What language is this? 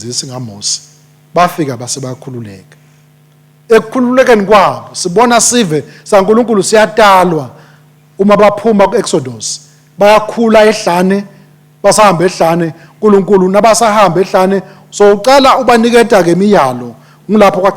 Swati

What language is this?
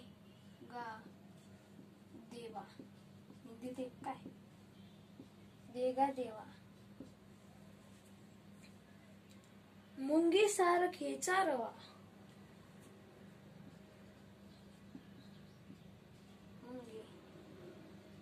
Marathi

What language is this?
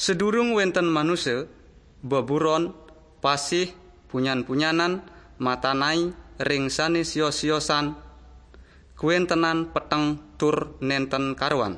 Balinese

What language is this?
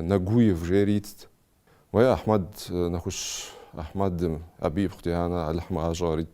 Kabardian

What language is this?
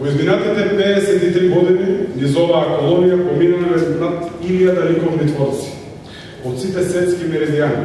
Macedonian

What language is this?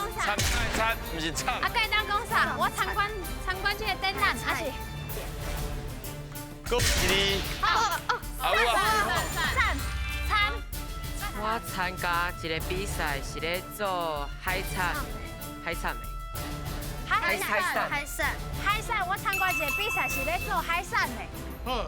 Min Nan Chinese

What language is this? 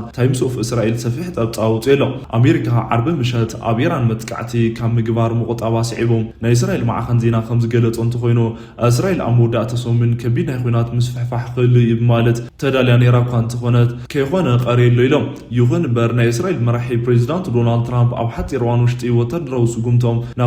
Tigrinya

